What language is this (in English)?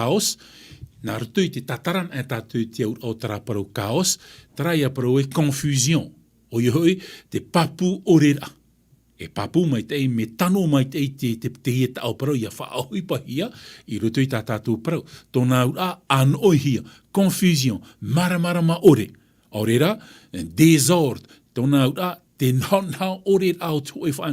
Tahitian